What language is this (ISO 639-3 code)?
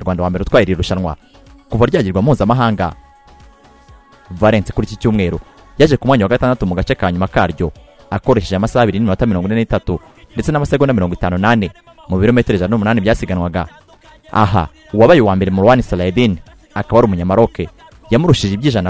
kin